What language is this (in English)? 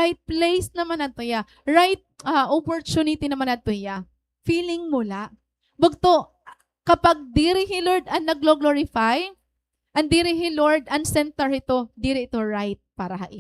Waray